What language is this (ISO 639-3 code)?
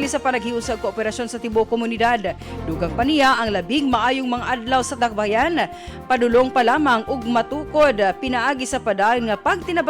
ceb